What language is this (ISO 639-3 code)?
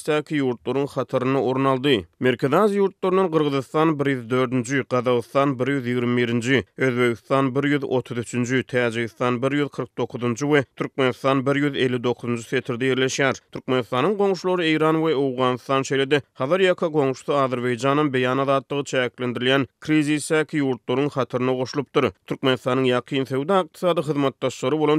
tuk